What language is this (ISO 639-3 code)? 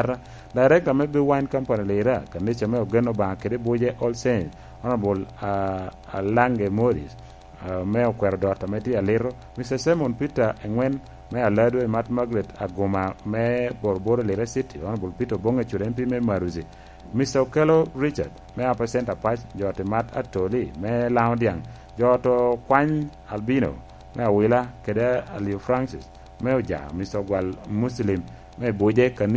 laj